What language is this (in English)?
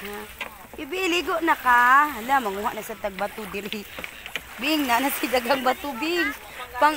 Cebuano